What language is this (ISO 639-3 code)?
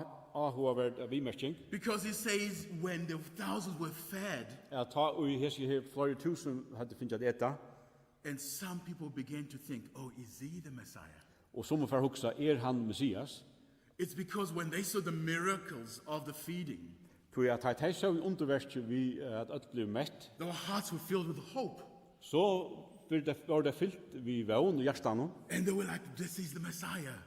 fao